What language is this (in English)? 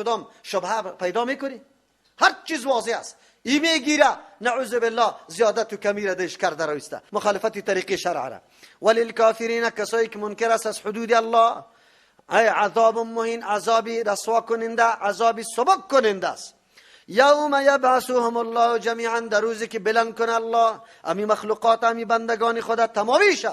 Persian